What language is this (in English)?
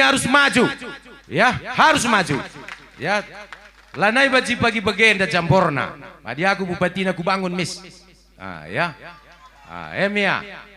Batak Karo